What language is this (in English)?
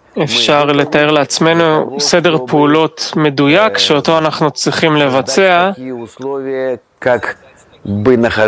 Hebrew